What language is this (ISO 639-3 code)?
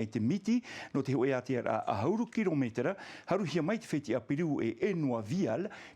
tah